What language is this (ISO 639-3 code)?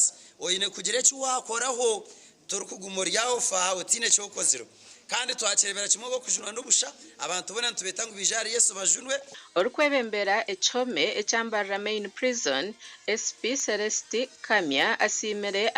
nyn